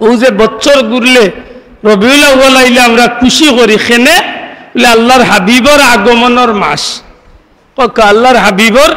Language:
Sylheti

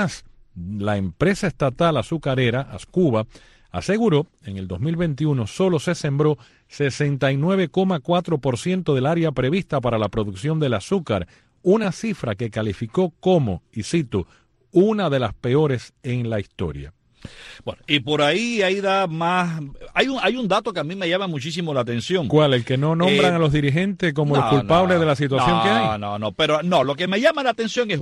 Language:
Spanish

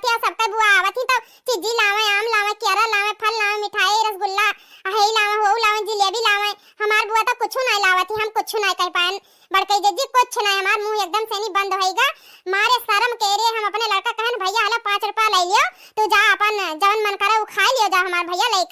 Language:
Awadhi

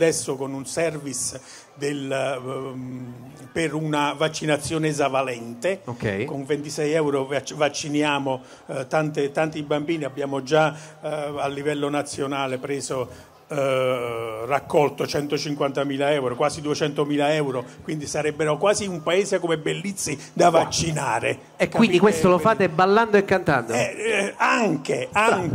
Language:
Italian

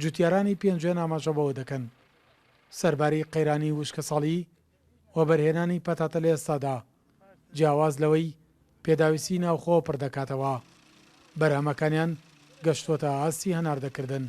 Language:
Central Kurdish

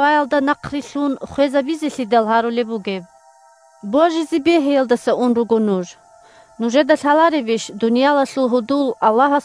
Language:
Avaric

